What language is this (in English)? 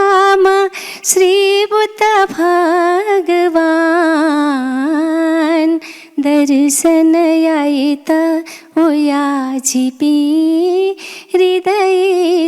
Newari